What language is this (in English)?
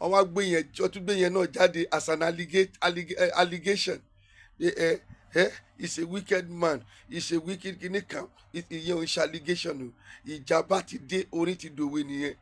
Yoruba